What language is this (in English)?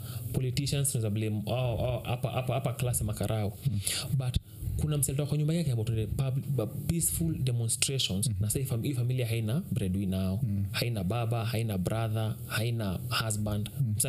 Swahili